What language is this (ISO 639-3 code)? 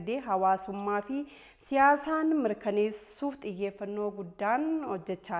orm